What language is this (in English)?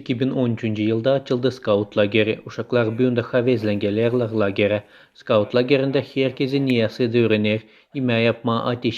Gagauz